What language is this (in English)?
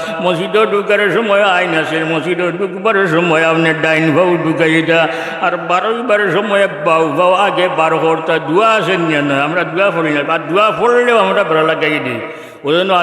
Sylheti